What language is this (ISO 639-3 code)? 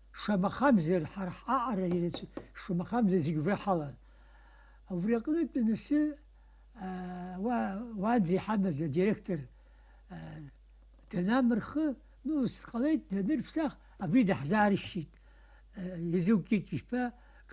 abk